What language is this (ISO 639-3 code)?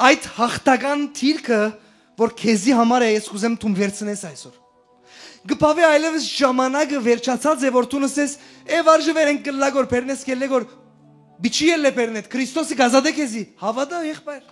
hyw